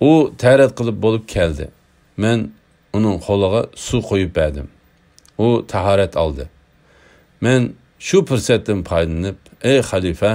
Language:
Uyghur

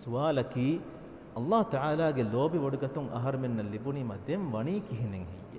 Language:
Divehi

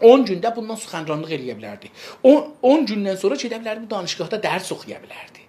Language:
South Azerbaijani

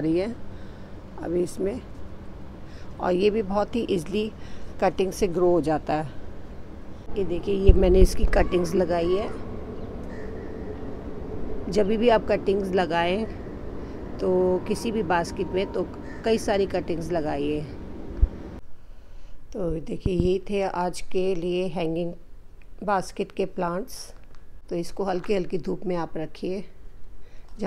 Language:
Hindi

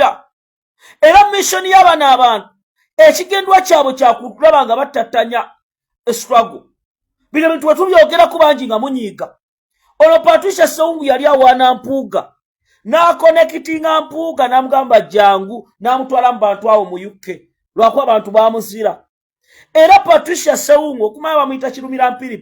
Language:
Ganda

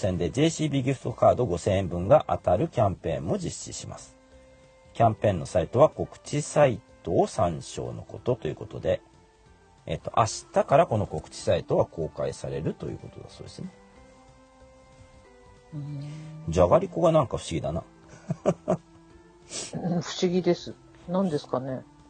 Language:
Japanese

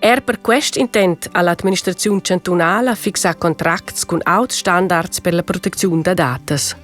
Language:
Romansh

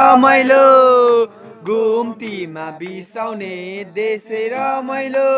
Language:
Nepali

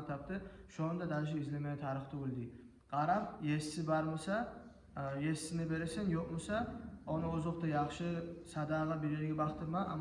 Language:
Kumyk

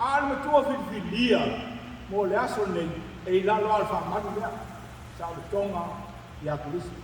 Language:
Samoan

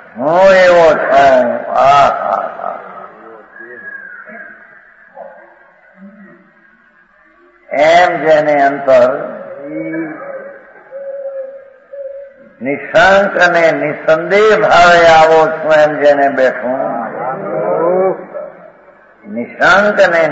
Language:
Gujarati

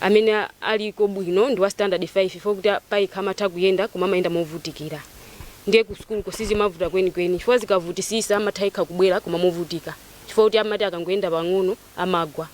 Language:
Nyanja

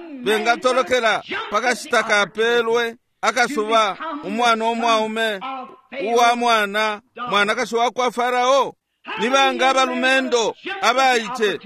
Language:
Bemba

